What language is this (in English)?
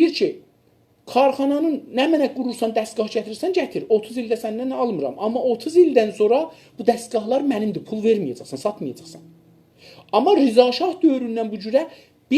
South Azerbaijani